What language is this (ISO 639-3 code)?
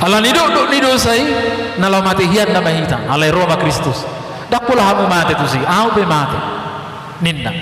bbc